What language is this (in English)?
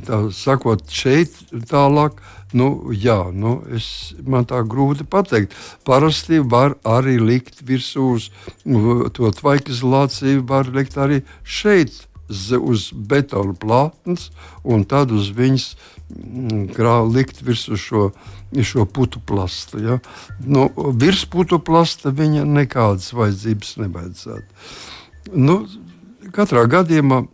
Latvian